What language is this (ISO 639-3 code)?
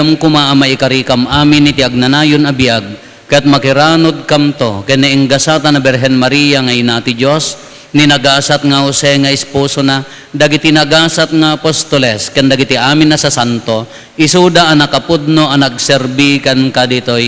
ilo